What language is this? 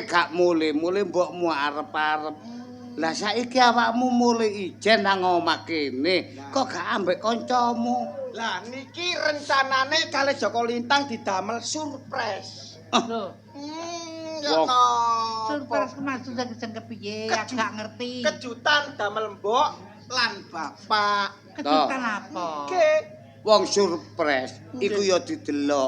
Javanese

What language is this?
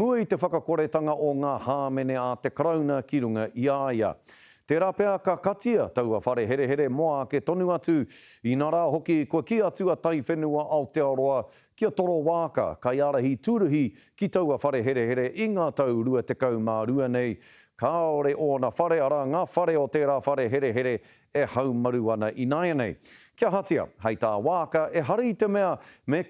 Māori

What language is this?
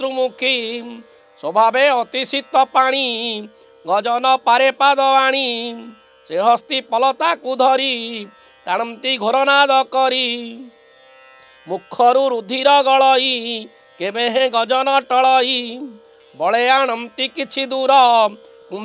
Odia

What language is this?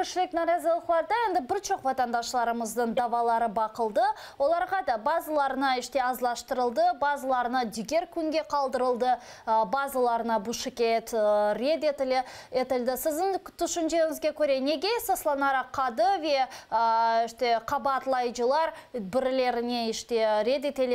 Crimean Tatar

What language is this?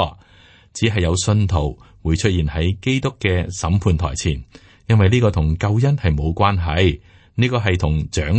Cantonese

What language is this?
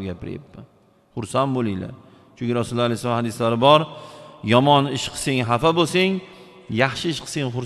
Uzbek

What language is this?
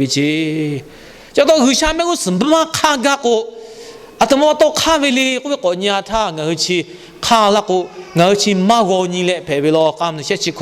Lahu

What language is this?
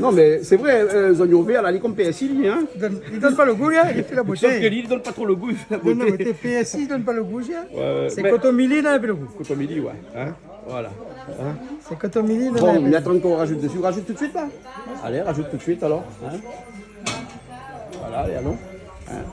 Réunion Creole French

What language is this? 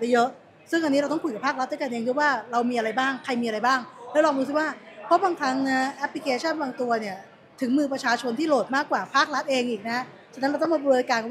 Thai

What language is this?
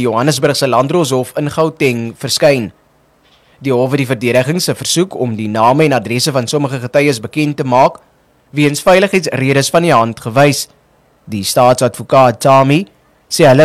Afrikaans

